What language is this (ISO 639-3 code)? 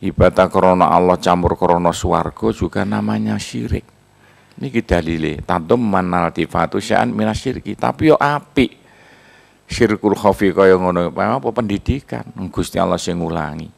jav